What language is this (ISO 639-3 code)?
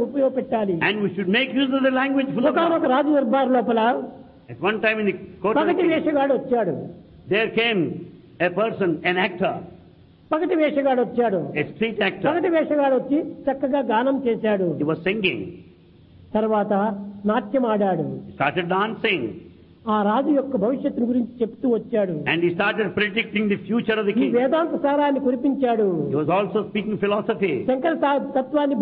tel